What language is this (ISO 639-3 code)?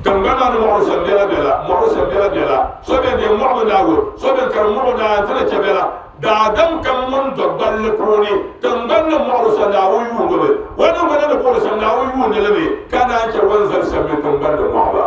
dag